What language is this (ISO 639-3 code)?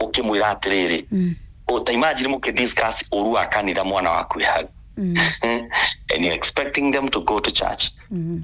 kik